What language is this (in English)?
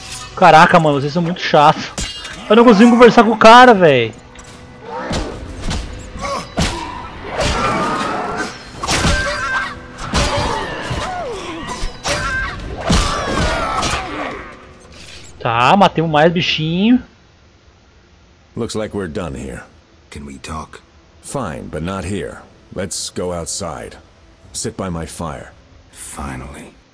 Portuguese